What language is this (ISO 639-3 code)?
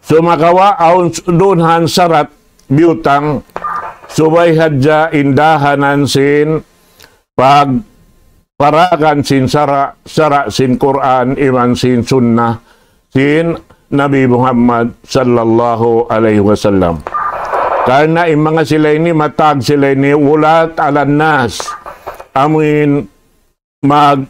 tsg